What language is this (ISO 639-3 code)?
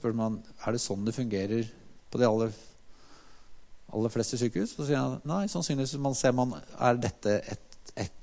nor